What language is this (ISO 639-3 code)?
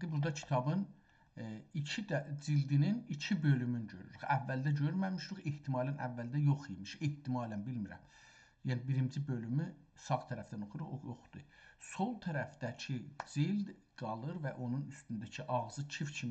azb